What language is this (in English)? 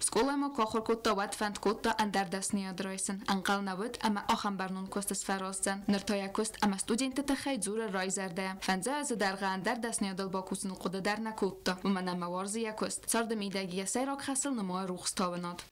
Ossetic